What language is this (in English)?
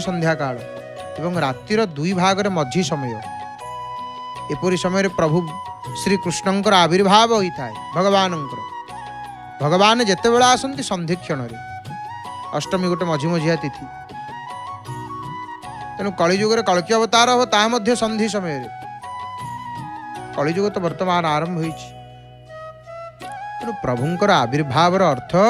Odia